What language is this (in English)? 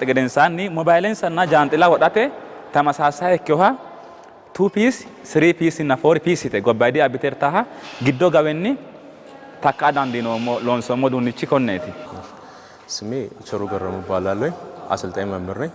Sidamo